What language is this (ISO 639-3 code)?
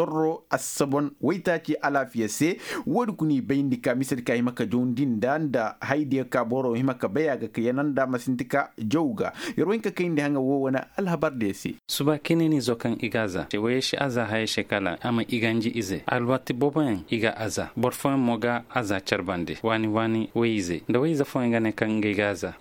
ses